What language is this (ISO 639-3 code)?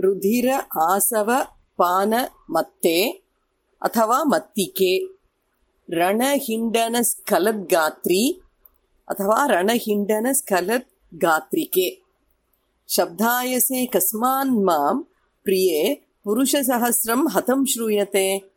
san